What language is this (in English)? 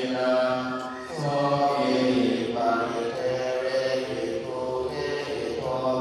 Pali